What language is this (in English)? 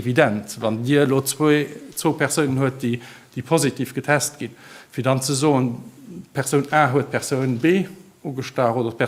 Luxembourgish